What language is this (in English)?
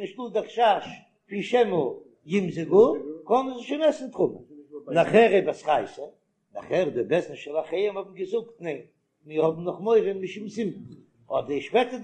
Yiddish